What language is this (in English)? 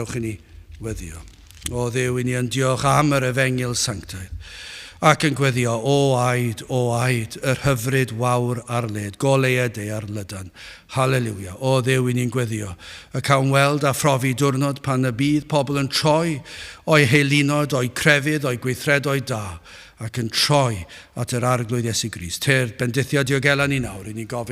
Welsh